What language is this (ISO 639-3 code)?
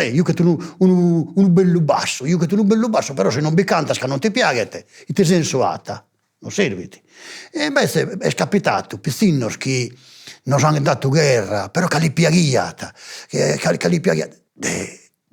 srd